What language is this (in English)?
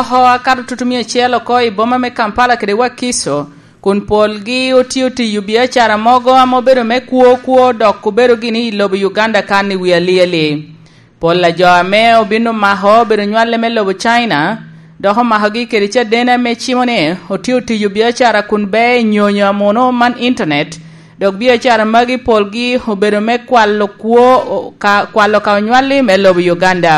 Lango (Uganda)